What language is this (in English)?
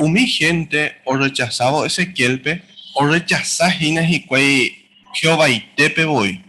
Guarani